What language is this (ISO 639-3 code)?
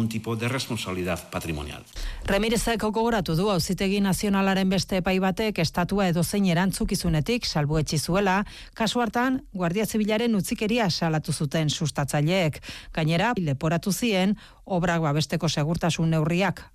eus